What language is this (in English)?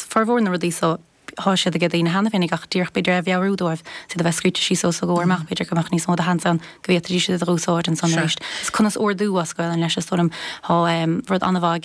Irish